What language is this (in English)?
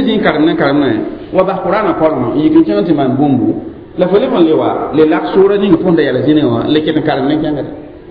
Mossi